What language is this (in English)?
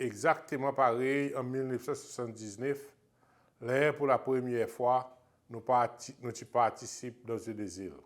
Seselwa Creole French